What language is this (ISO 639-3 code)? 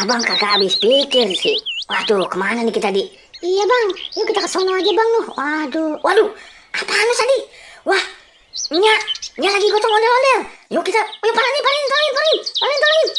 bew